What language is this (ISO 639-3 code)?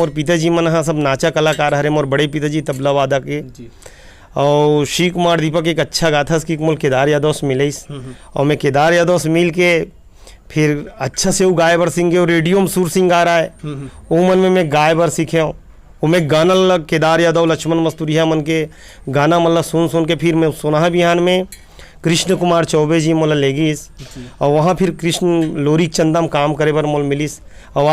hne